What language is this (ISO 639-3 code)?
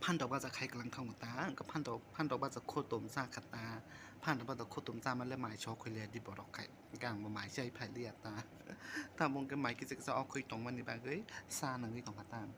trp